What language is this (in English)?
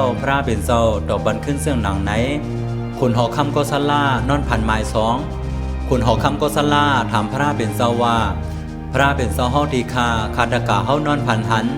Shan